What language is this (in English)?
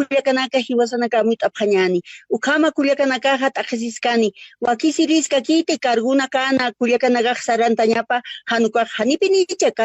Aymara